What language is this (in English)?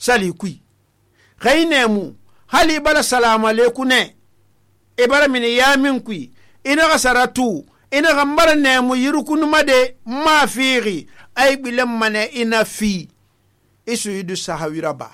Susu